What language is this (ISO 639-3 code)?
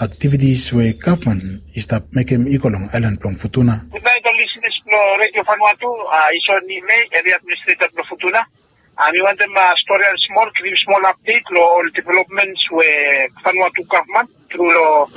bis